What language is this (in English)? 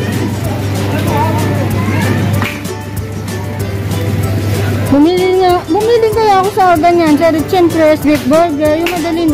Filipino